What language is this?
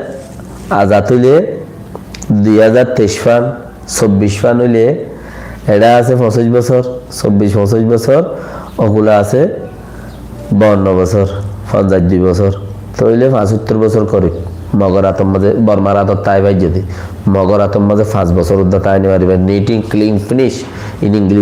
Rohingya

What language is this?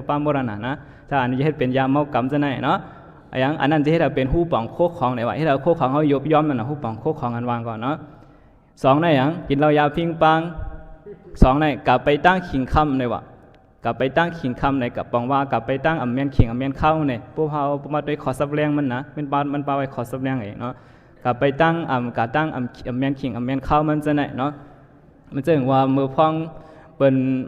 Shan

